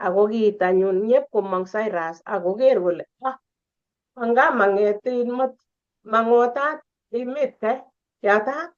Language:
Kalenjin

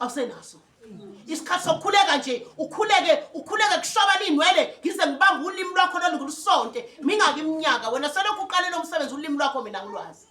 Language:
Zulu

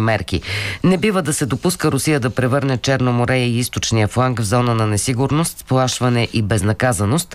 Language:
Bulgarian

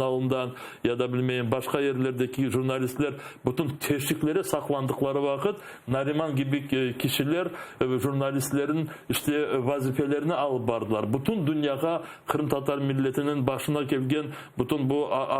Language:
Crimean Tatar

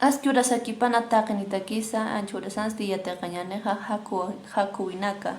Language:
Aymara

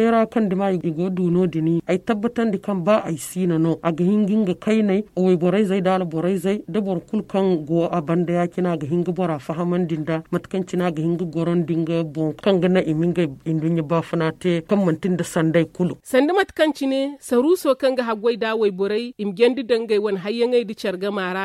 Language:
Zarma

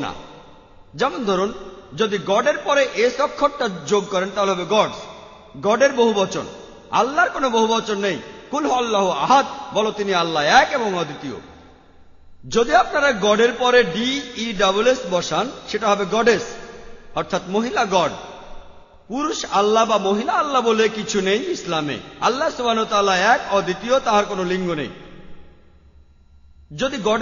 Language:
Bangla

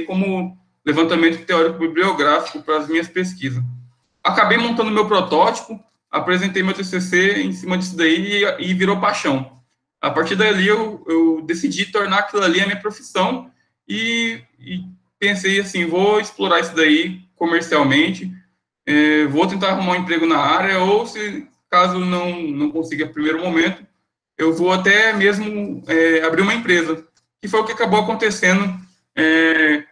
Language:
Portuguese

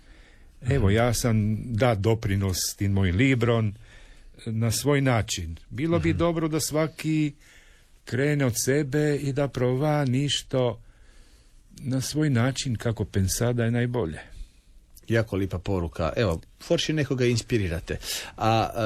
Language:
Croatian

